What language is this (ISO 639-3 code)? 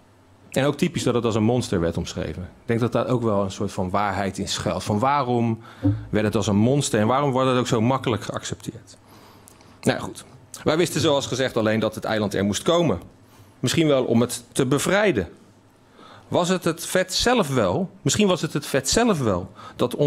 nld